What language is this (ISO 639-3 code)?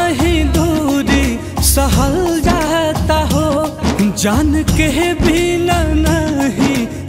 bho